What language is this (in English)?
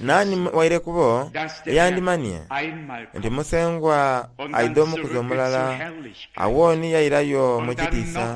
Soga